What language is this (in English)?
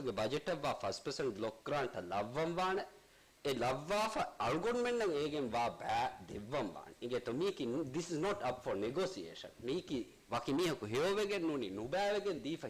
Divehi